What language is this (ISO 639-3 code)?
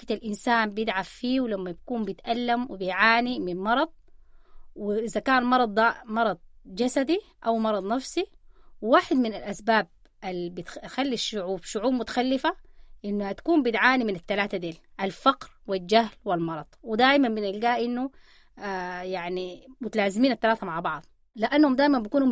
apd